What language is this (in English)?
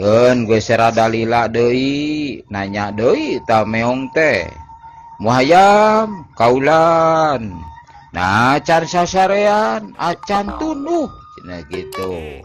Sundanese